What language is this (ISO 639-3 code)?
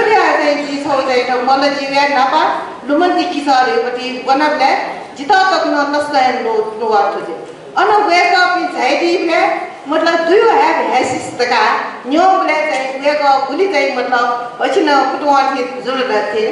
new